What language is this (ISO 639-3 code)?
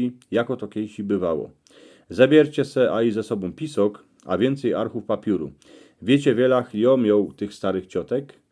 szl